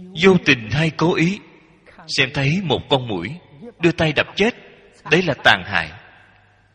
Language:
Vietnamese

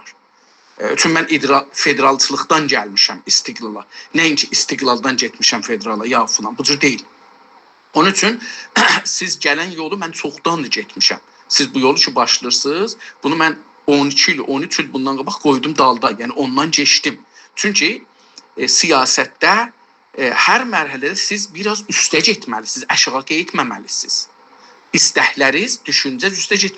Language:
South Azerbaijani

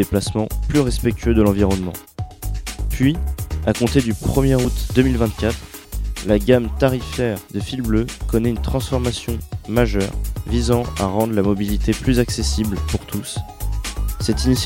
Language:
French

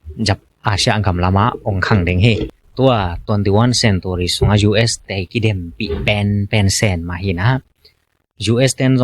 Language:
Tedim Chin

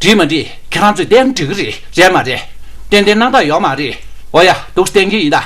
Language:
Tibetan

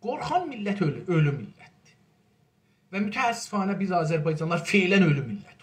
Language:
South Azerbaijani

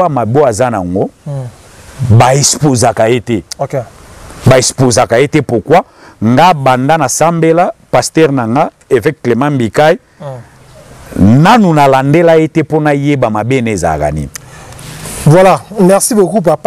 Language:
Lingala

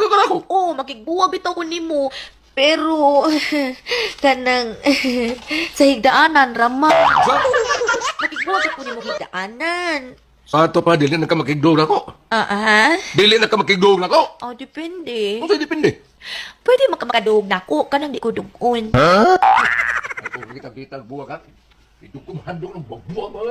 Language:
Cebuano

